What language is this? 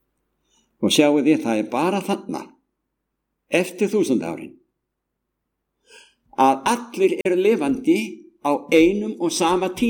Icelandic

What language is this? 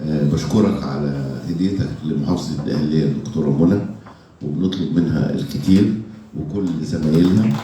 Egyptian Arabic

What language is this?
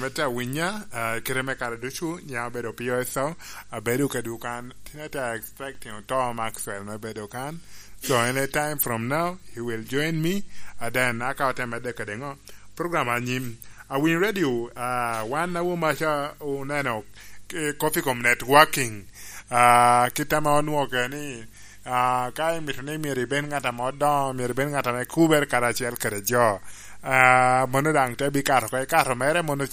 Lango (Uganda)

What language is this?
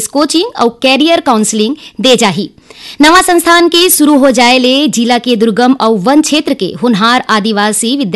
Chhattisgarhi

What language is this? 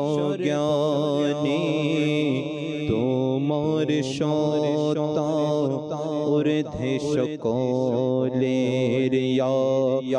Bangla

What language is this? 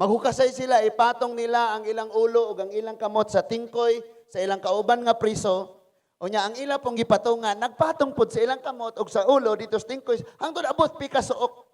Cebuano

